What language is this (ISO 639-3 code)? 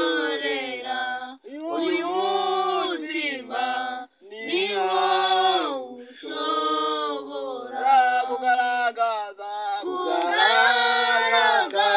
kin